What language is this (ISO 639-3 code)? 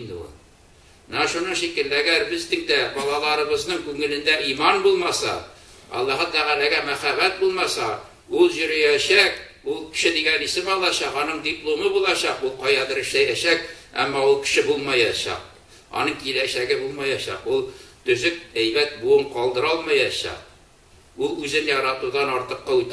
tat